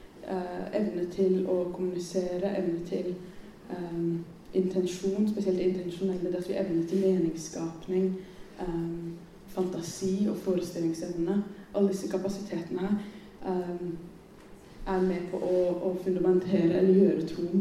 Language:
Norwegian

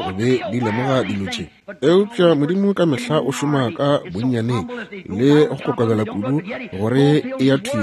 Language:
Northern Sotho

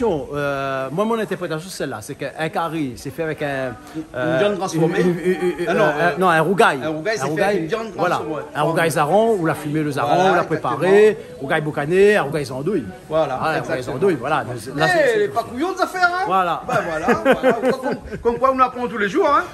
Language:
Réunion Creole French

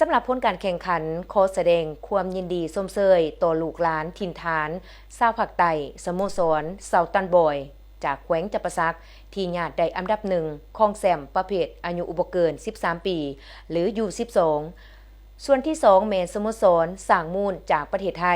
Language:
Lao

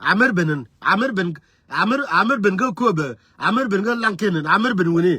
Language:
Nuer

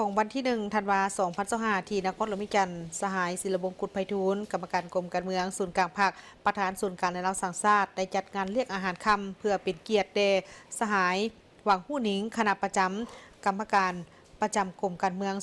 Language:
Lao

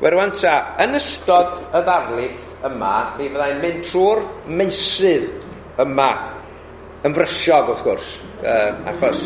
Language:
Welsh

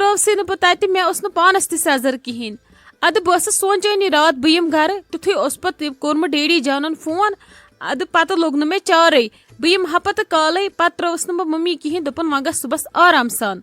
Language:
Kashmiri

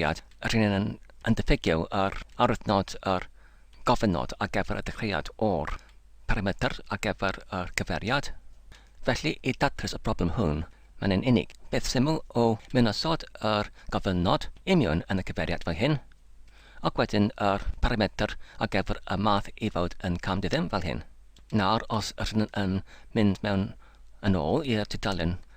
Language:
Welsh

